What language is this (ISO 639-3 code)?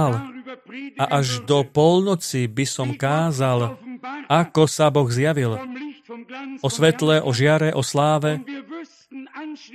slk